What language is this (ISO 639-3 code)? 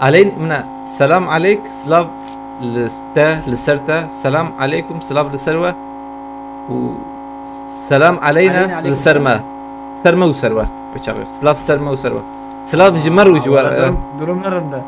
kur